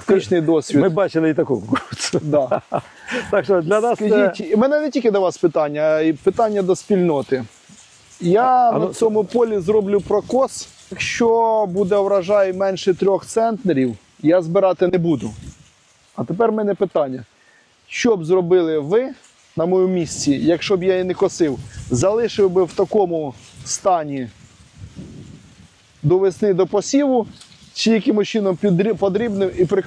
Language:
Ukrainian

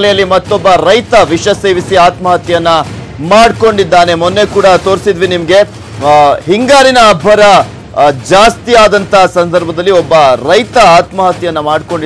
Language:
Kannada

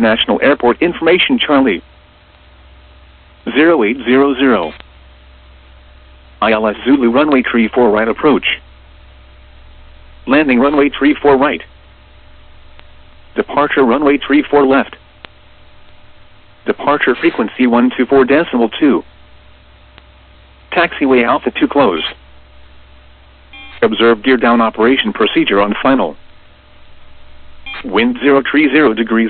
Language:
English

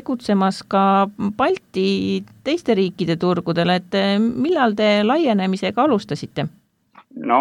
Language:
Estonian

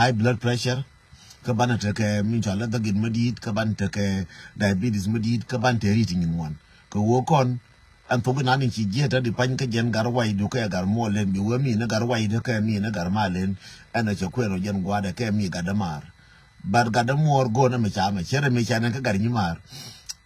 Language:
Nuer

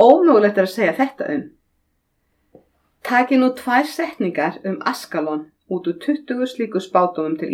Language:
Icelandic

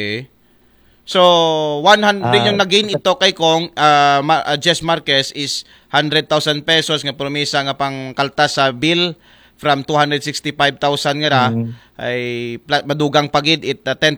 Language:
Aklanon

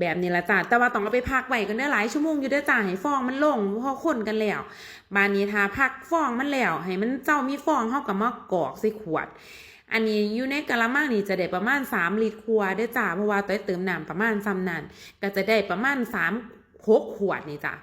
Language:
Lao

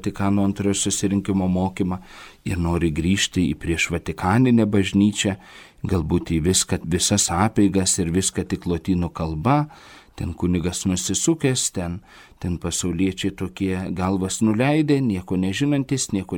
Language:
Lithuanian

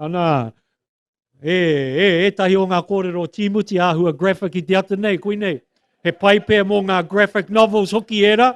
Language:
Māori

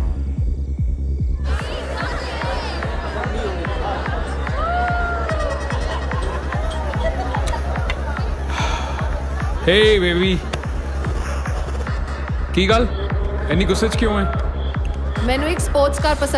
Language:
Punjabi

